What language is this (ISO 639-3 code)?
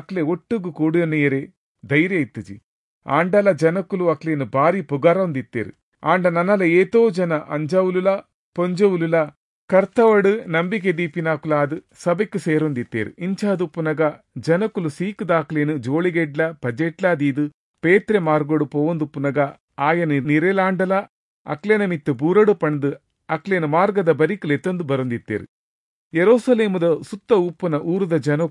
tcy